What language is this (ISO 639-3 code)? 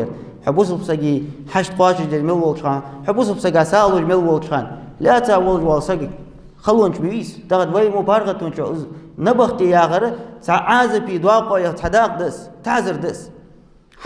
inh